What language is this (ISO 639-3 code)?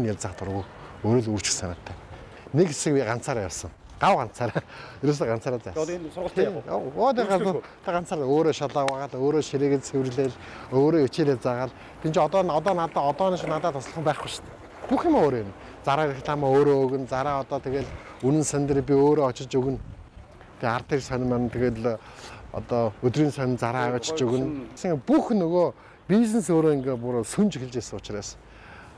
mon